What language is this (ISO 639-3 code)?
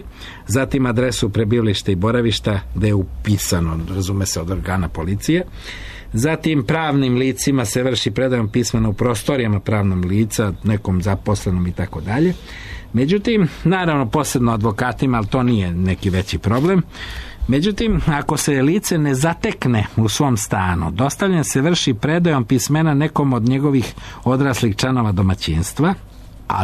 srp